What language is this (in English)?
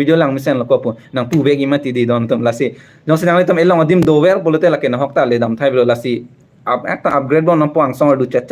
Karbi